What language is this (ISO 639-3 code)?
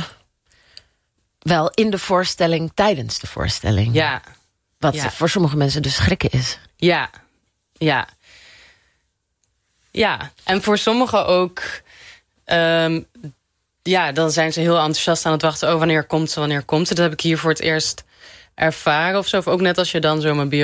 nld